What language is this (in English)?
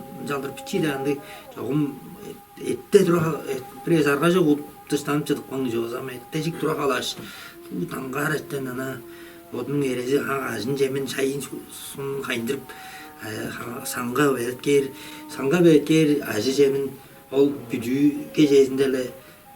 Tuvinian